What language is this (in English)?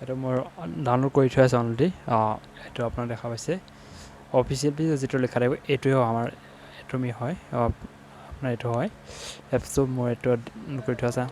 Assamese